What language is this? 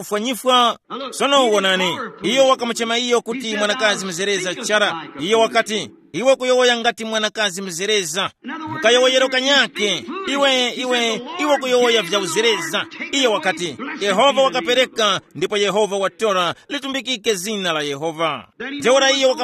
Tumbuka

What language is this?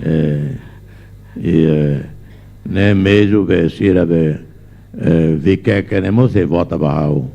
Tetum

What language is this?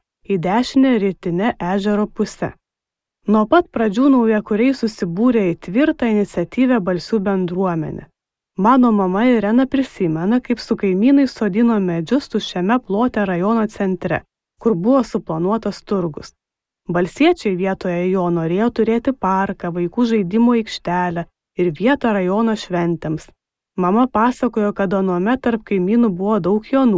Lithuanian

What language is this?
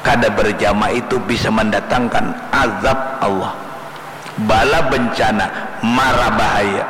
Banjar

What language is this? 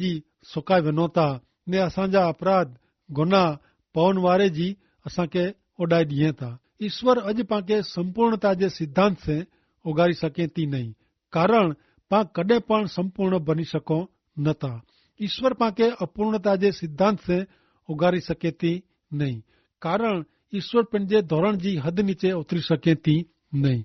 Kachhi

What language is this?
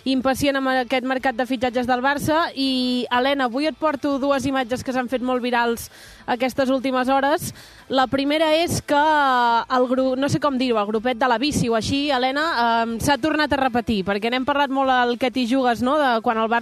Catalan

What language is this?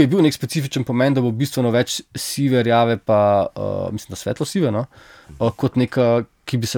Slovenian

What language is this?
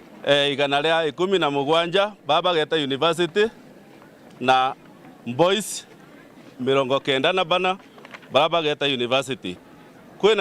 Meru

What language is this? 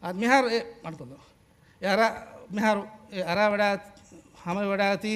Divehi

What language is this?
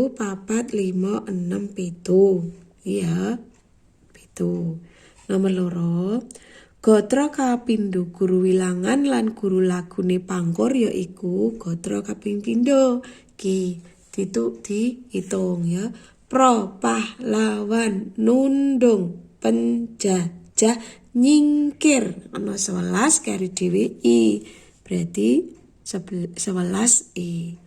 Javanese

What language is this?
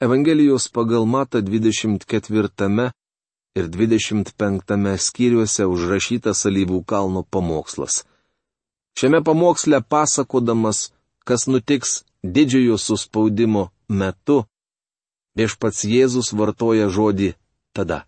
Lithuanian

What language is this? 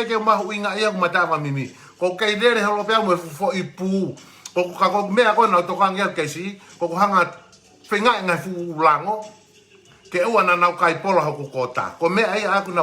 Tongan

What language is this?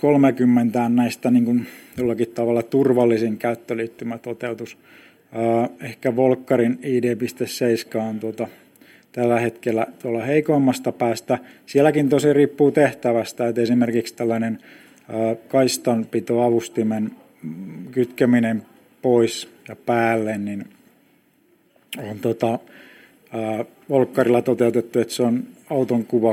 Finnish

